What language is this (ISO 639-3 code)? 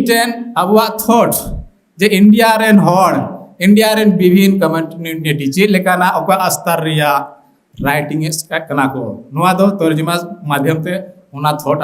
sat